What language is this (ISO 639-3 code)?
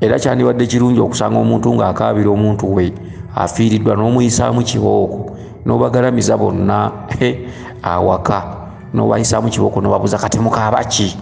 lug